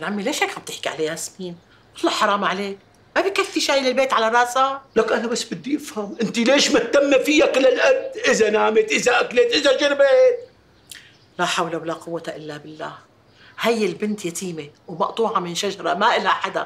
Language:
North Levantine Arabic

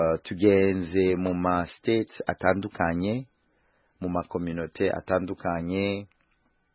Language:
Kinyarwanda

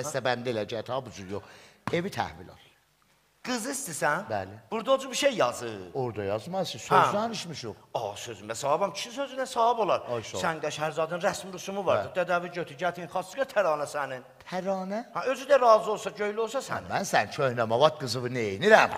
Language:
South Azerbaijani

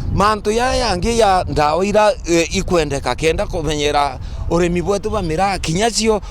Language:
Meru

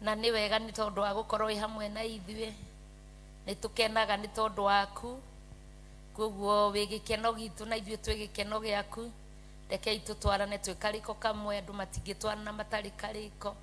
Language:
Kikuyu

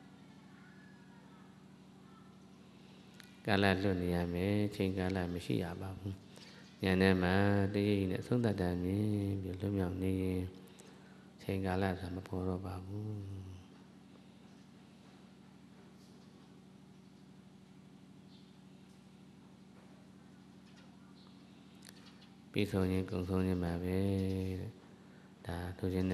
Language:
Burmese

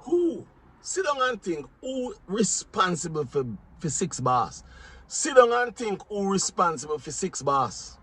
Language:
Jamaican Creole English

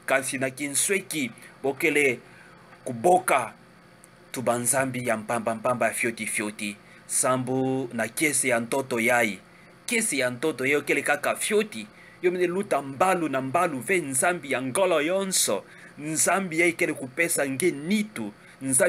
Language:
Kituba (Democratic Republic of Congo)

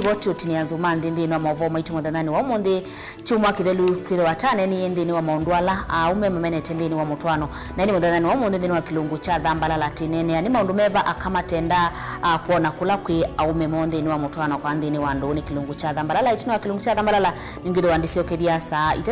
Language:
Kamba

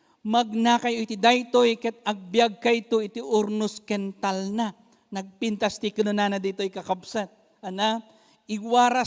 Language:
Iloko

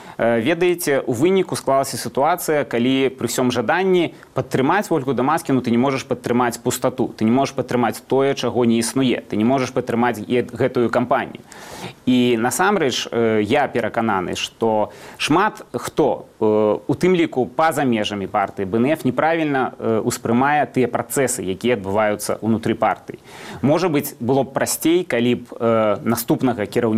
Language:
Belarusian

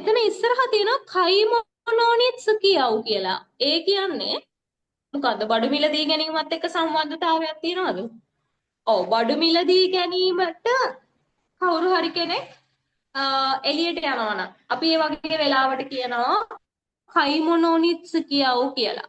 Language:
Sinhala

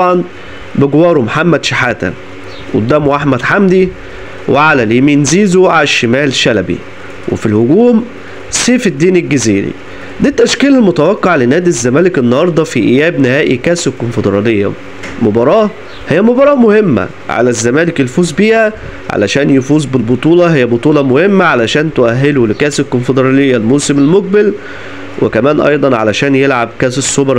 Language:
Egyptian Arabic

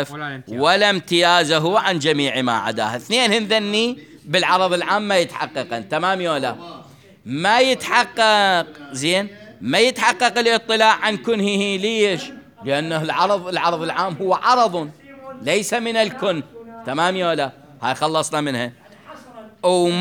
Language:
Mesopotamian Arabic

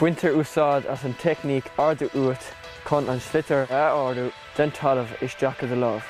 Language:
Irish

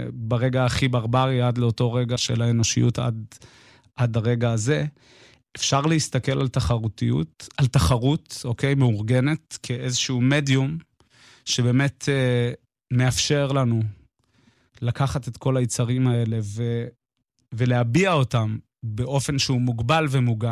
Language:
Hebrew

